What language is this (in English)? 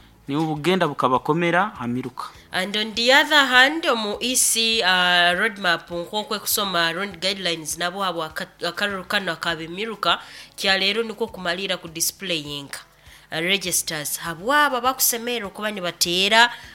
Nyankole